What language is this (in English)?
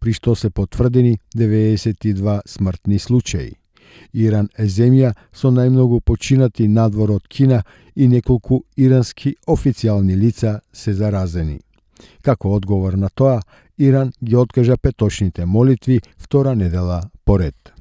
Macedonian